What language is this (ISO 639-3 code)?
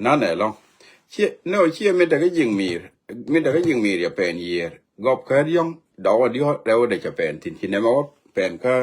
nus